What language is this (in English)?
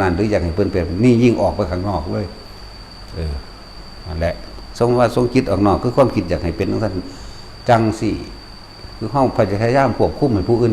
Northeastern Thai